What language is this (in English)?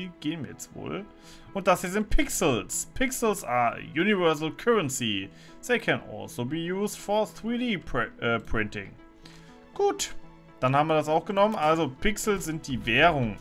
German